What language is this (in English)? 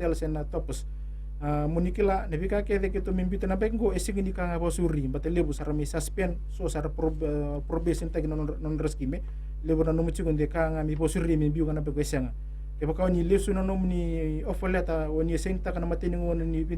Fijian